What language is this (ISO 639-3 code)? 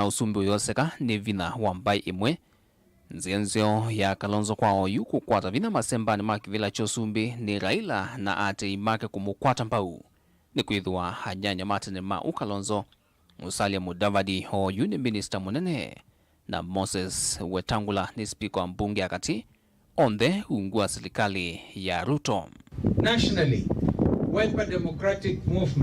kam